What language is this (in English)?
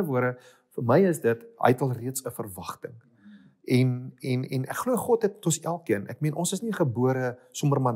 Afrikaans